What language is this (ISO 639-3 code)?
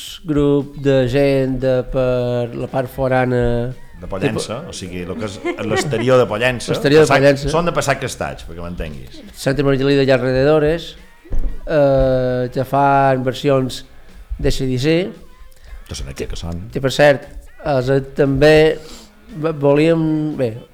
cat